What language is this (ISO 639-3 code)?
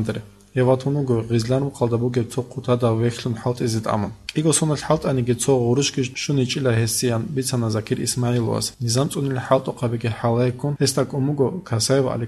ava